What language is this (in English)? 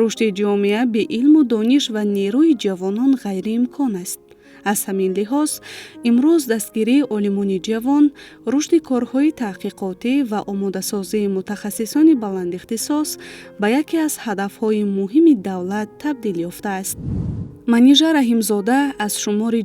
Tajik